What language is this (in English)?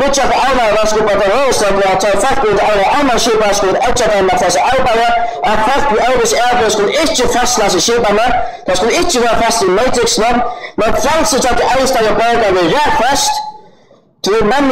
Faroese